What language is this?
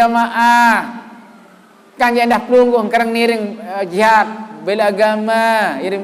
Sasak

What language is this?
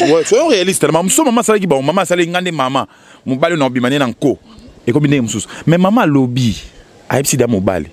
Lingala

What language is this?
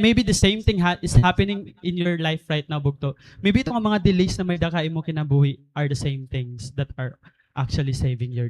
Waray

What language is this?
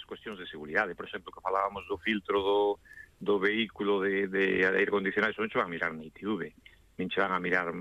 Galician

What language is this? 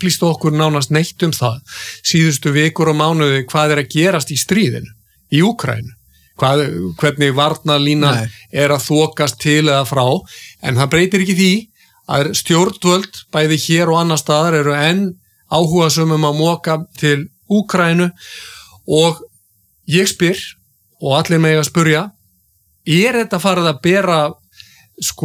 Icelandic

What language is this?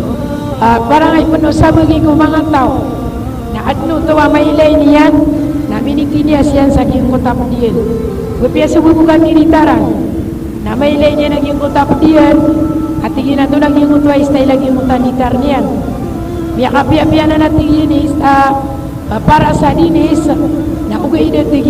Maranao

